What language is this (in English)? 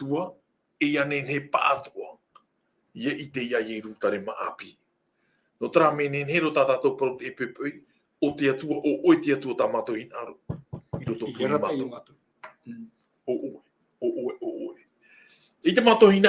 Tahitian